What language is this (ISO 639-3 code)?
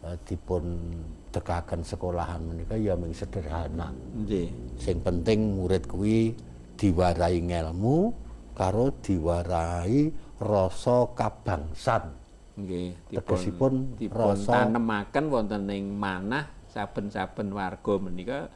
jav